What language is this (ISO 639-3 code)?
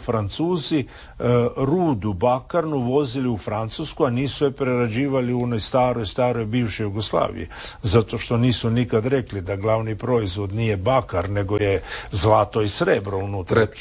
hrv